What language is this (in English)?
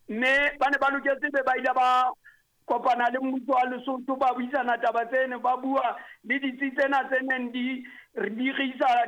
Southern Sotho